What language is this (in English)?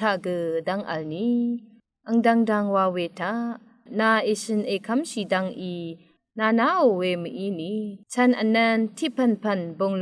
Rawang